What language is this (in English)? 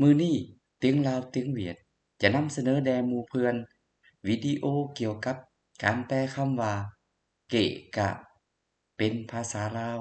Lao